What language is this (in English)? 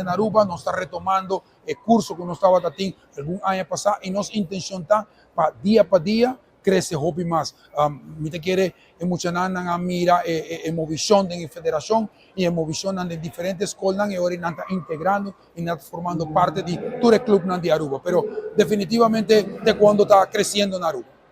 Papiamento